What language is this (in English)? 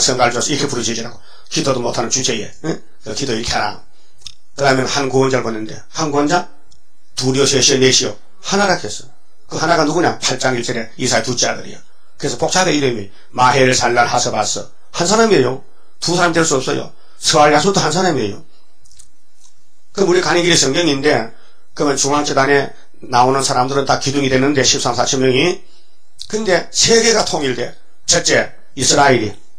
Korean